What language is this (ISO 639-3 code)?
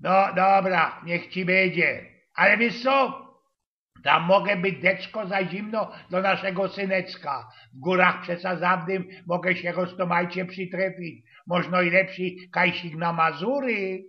szl